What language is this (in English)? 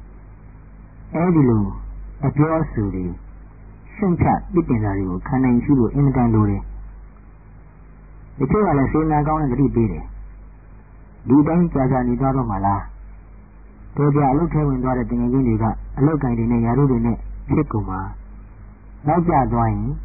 Burmese